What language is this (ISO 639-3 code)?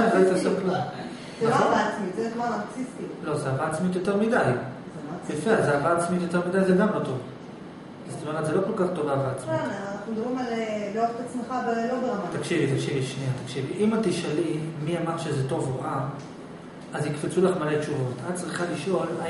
heb